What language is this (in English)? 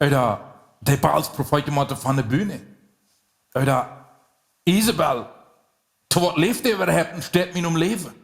Plautdietsch